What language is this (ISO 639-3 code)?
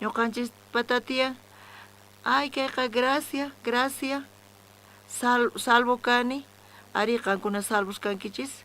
quh